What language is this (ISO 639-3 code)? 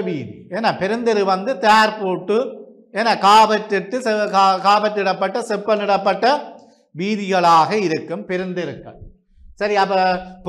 tam